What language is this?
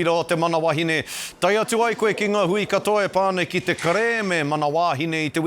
Māori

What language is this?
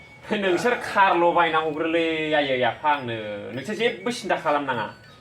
Bodo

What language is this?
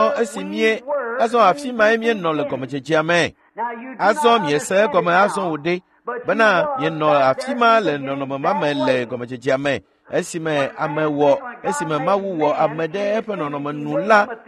Ewe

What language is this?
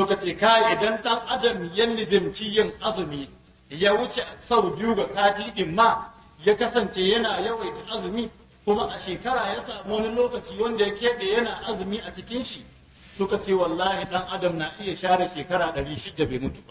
Hausa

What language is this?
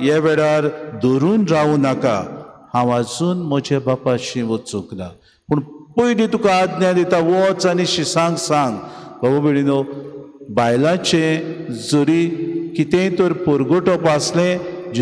Konkani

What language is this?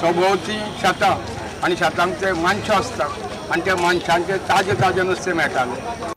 Konkani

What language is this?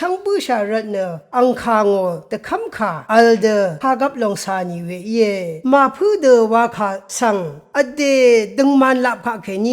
Rawang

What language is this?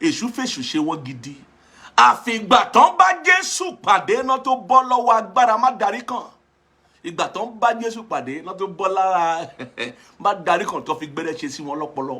Yoruba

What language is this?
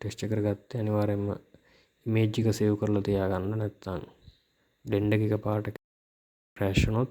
Sinhala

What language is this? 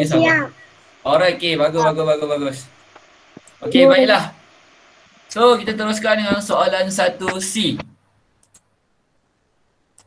Malay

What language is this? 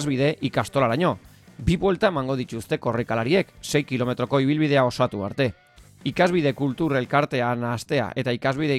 Basque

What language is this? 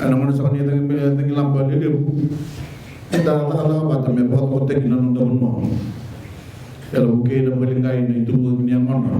Fijian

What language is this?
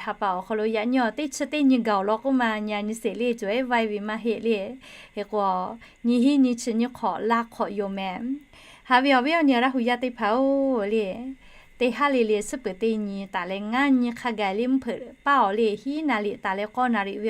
Lahu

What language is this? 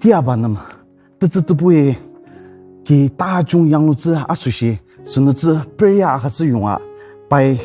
Ao Naga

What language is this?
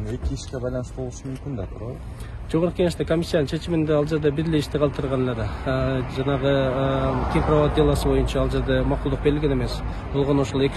Kyrgyz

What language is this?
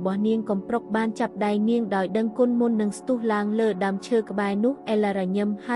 Khmer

